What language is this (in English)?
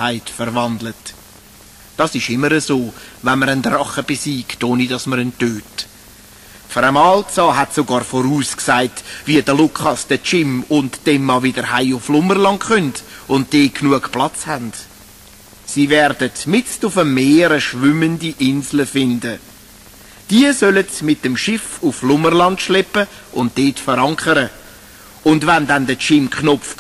Swiss German